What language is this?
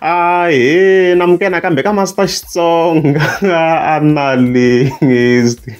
Tsonga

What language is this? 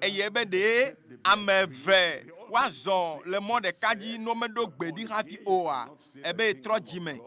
Ewe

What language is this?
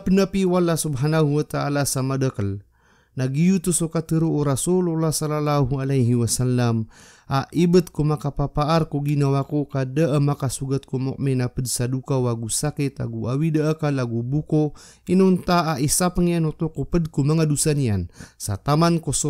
Maranao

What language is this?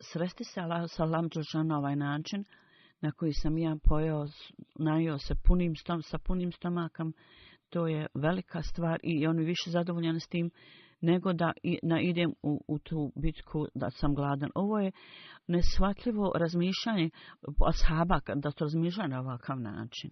Bosnian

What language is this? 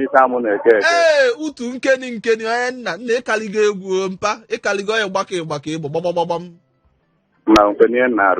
Igbo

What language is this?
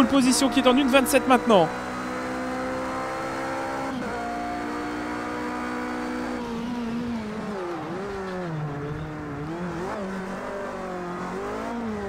French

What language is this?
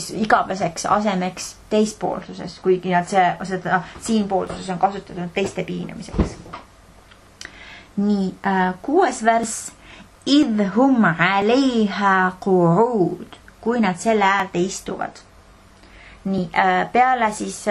Estonian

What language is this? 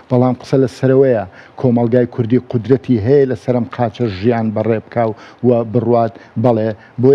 Central Kurdish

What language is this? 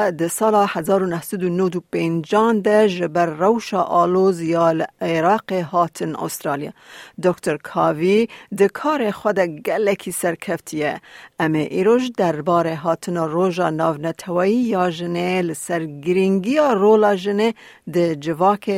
Kurdish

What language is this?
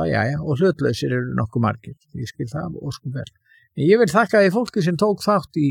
Icelandic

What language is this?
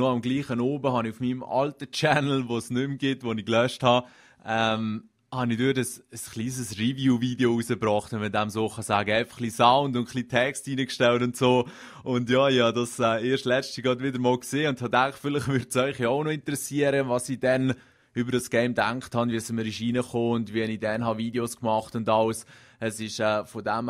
Swiss German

